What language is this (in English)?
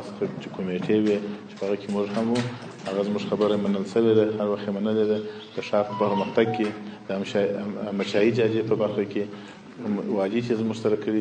Pashto